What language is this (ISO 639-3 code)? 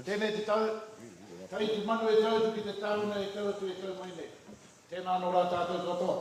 mri